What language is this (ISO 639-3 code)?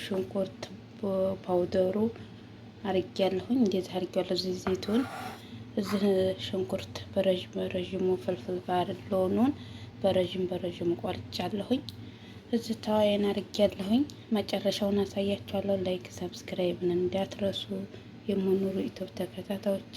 amh